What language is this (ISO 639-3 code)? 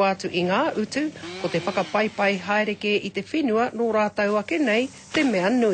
mri